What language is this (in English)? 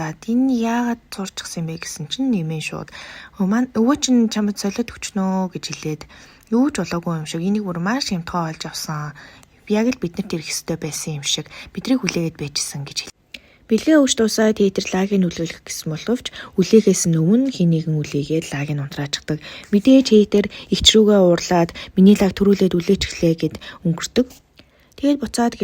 Mongolian